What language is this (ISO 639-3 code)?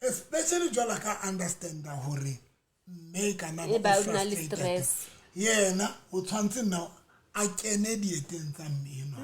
sot